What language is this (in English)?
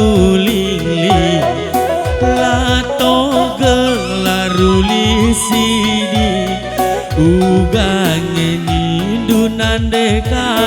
Batak Karo